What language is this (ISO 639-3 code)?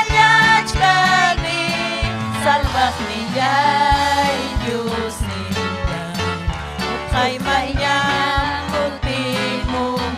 quy